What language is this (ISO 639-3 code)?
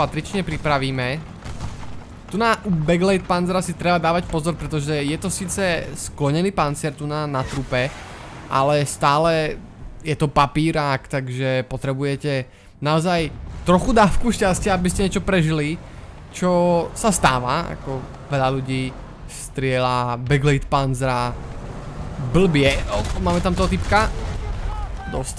slk